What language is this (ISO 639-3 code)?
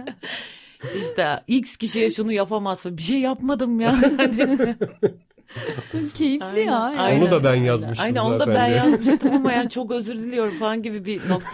tur